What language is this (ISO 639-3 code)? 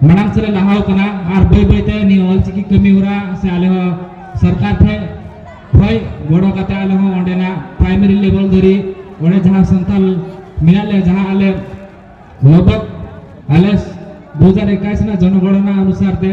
sat